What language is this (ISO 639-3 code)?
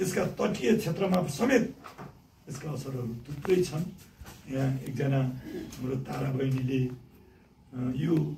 nep